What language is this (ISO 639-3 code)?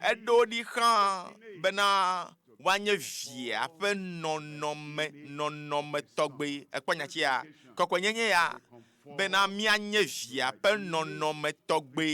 ewe